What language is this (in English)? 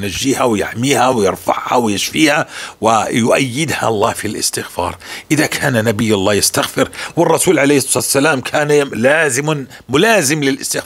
North Levantine Arabic